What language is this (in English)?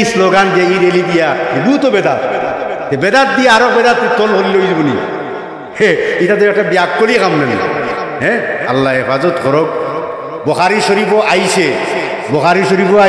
Sylheti